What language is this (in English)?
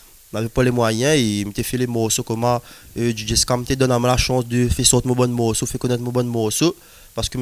Réunion Creole French